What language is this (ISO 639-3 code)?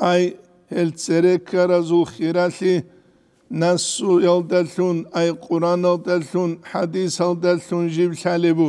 ava